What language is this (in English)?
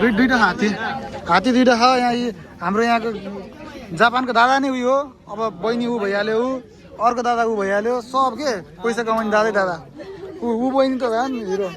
Nepali